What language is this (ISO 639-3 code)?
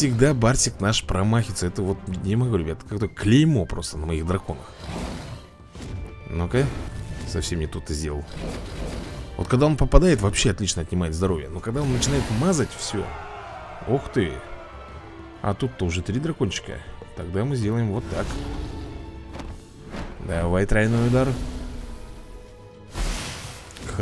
rus